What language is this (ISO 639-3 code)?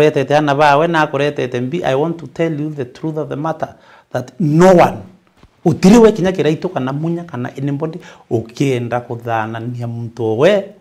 mer